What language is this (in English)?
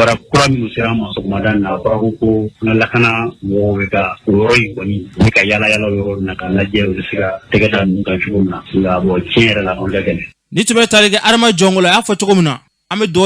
Bambara